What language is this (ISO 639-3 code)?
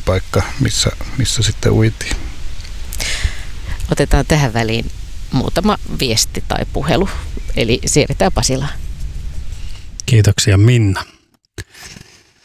fin